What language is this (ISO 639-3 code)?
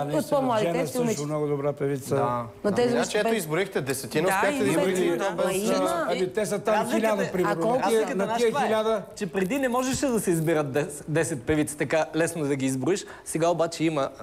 bul